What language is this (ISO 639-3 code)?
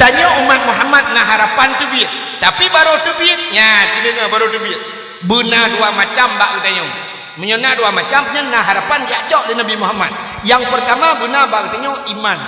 ace